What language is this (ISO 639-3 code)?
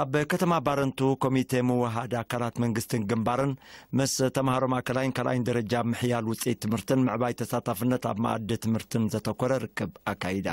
tir